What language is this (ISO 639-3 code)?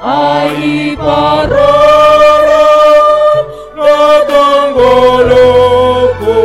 bts